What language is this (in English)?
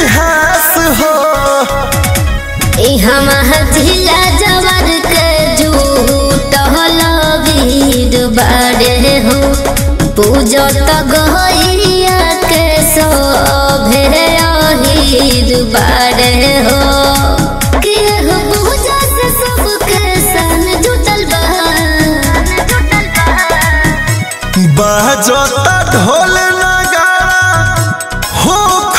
Bhojpuri